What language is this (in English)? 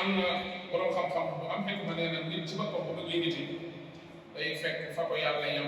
Wolof